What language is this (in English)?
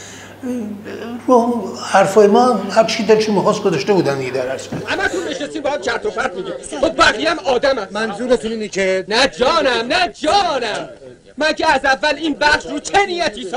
Persian